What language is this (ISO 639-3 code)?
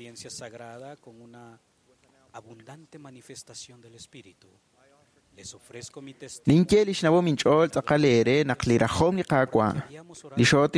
kek